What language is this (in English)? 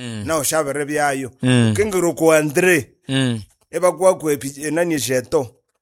Nande